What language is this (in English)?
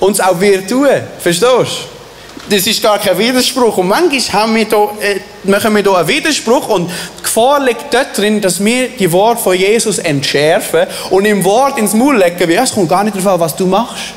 Swiss German